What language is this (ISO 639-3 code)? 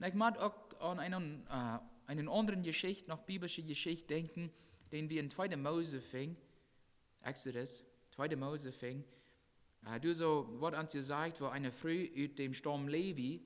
pdt